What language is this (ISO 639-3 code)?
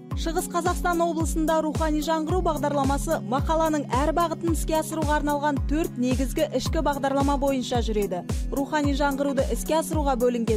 kaz